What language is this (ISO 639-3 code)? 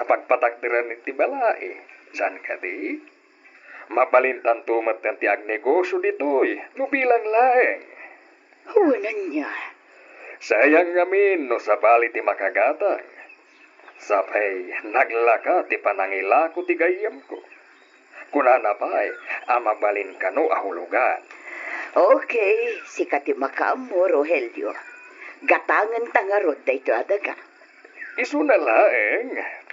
ilo